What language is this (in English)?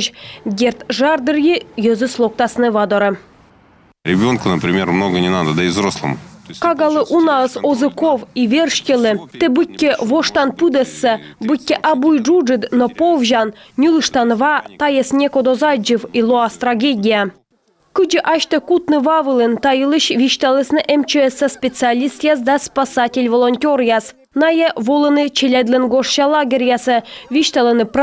Komi